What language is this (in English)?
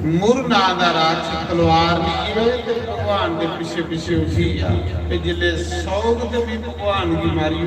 Dogri